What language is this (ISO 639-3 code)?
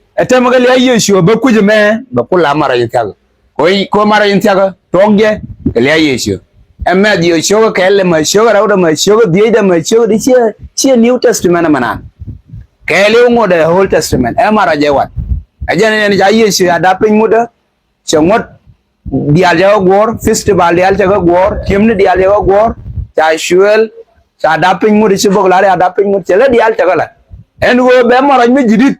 nus